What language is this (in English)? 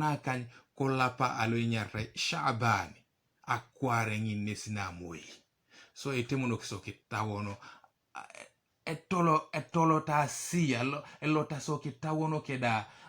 Teso